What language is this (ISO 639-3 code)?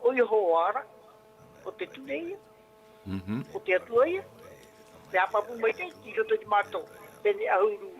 tah